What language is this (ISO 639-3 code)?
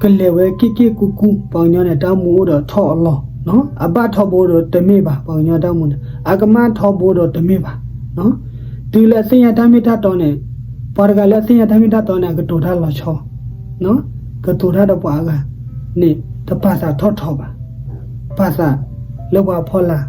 ksw